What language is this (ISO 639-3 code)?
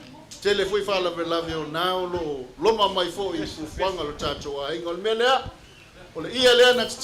smo